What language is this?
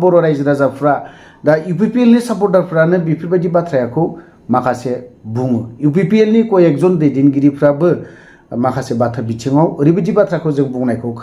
Bodo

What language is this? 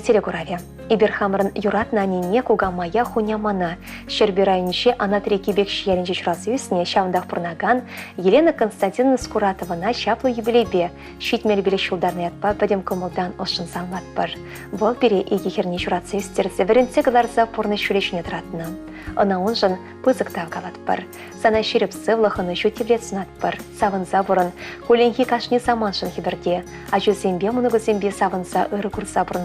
Chuvash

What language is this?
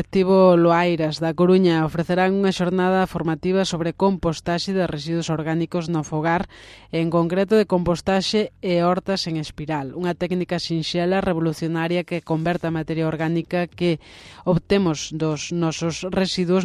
Galician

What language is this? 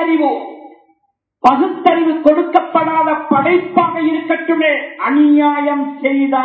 Tamil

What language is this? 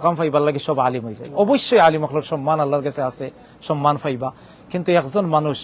Sylheti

